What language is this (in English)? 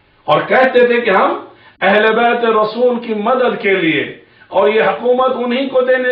Urdu